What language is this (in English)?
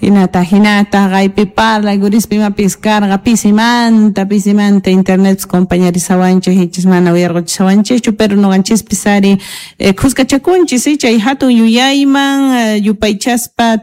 South Bolivian Quechua